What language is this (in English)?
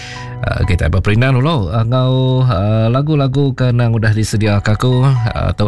Iban